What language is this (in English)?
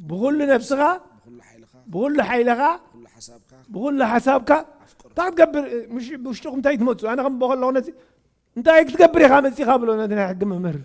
Tigrinya